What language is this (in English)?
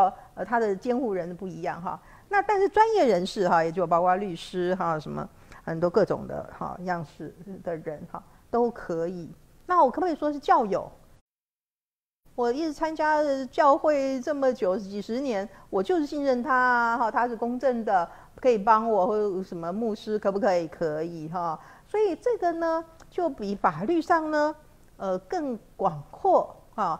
Chinese